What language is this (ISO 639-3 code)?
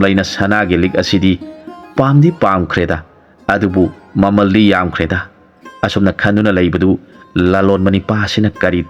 mni